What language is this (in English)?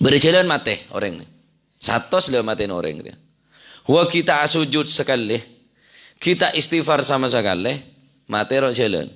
Madurese